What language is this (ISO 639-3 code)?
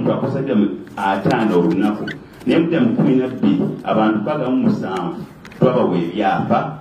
xog